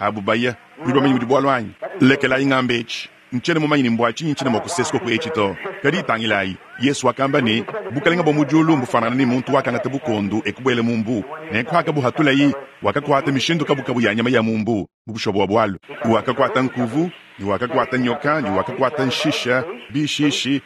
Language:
Luba-Lulua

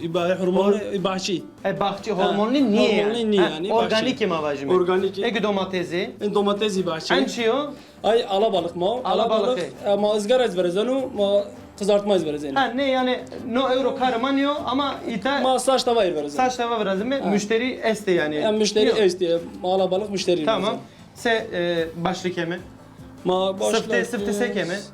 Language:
Zaza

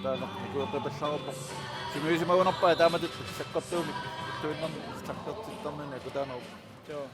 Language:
Kalaallisut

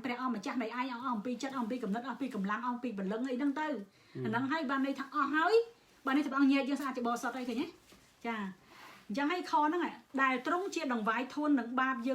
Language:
Khmer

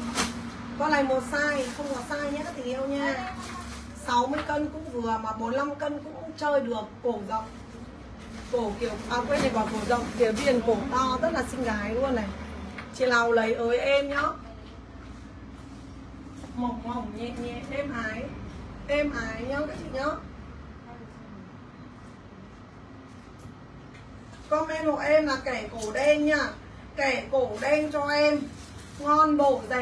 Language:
Vietnamese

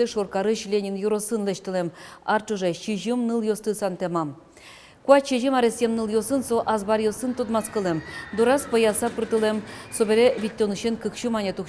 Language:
Udmurt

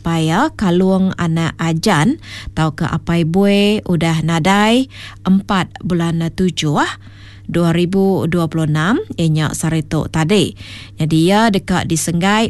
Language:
Iban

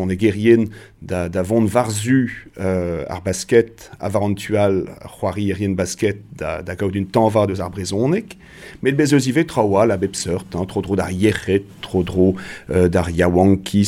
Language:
Breton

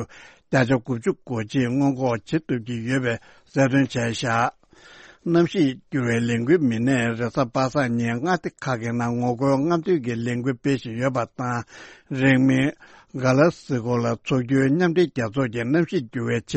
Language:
Tibetan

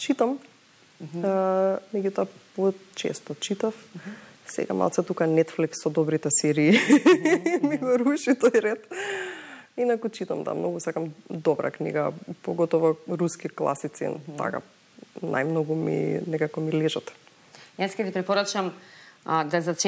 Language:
Macedonian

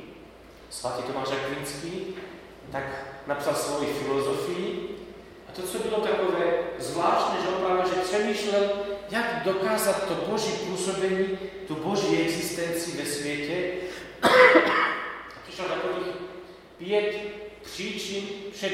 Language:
Slovak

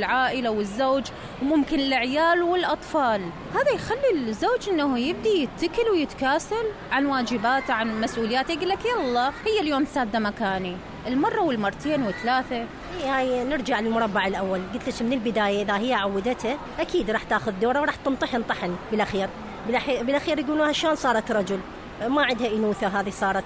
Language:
Mesopotamian Arabic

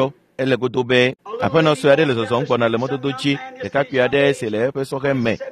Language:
Ewe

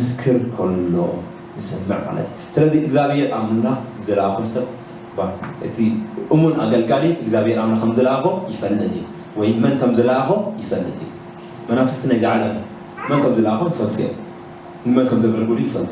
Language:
Tigrinya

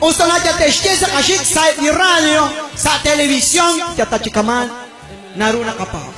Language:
Kekchí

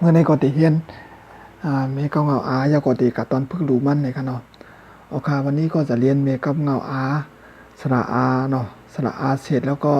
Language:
Shan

